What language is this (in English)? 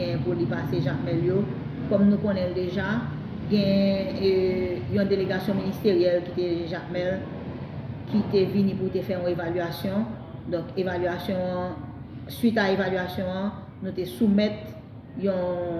Haitian Creole